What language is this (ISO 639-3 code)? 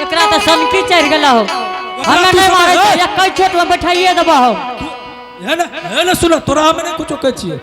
anp